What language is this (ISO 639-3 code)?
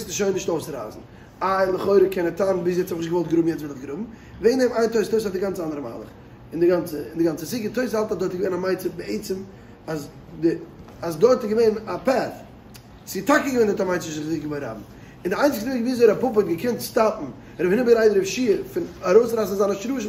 yid